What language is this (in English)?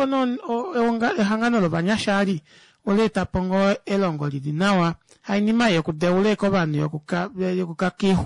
Kuanyama